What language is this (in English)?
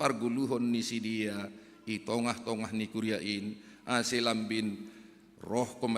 Batak Simalungun